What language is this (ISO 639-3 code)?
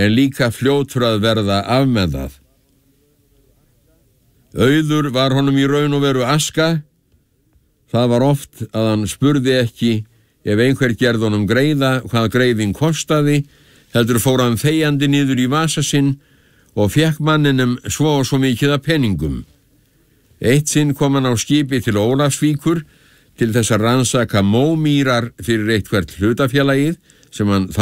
isl